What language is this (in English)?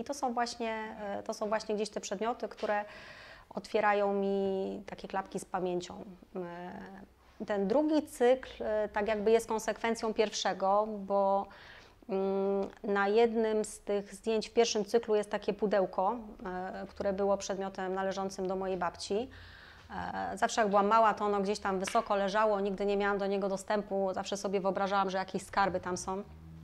Polish